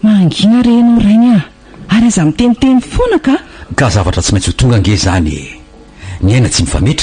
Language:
Malagasy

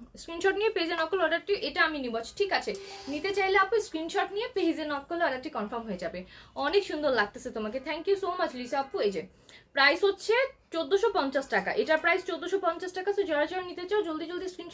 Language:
Bangla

